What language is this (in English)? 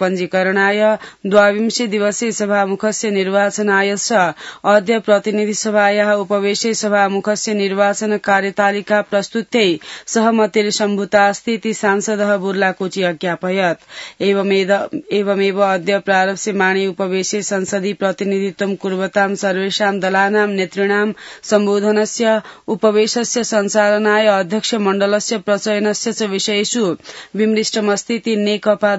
Sanskrit